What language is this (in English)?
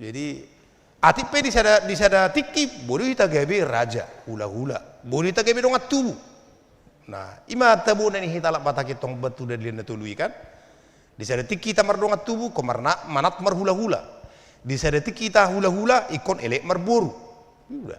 Batak Toba